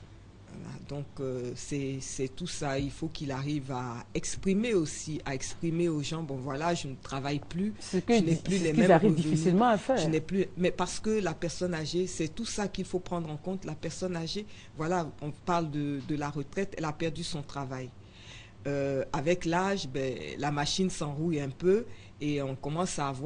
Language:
French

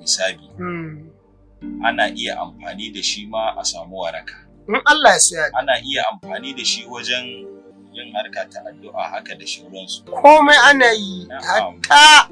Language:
Hausa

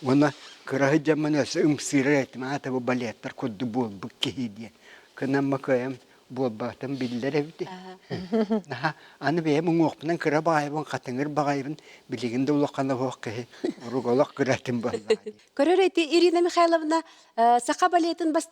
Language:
Yakut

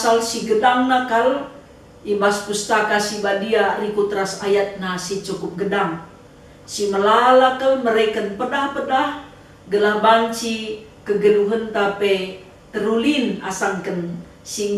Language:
Batak Karo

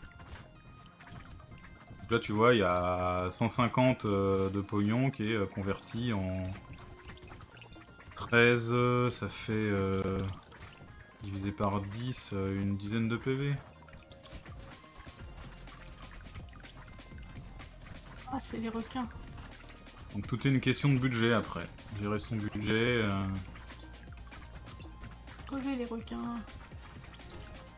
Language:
French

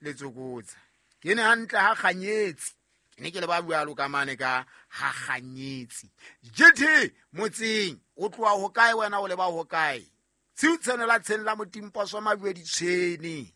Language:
Southern Sotho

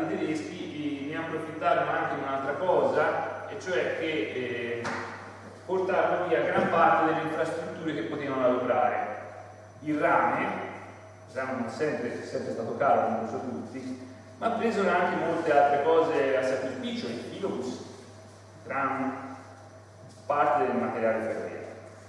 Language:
Italian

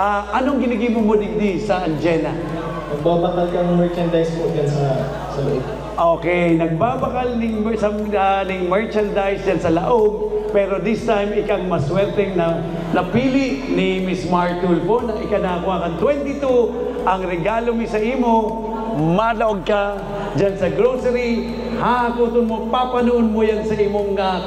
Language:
Bikol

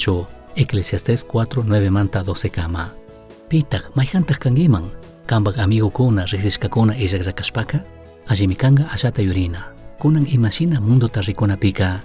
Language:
Chimborazo Highland Quichua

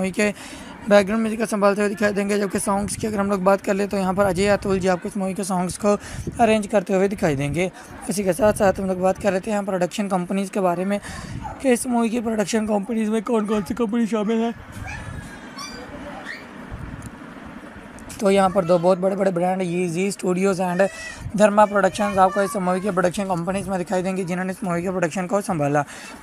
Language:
Hindi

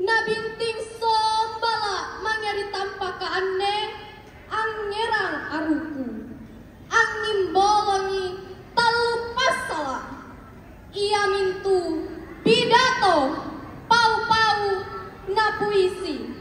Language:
Makasar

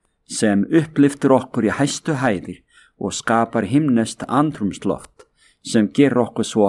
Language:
Icelandic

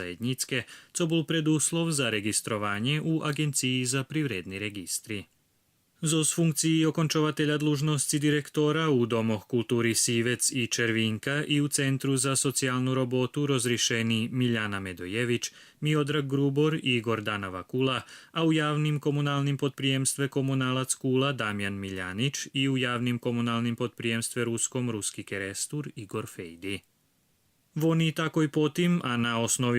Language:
Rusyn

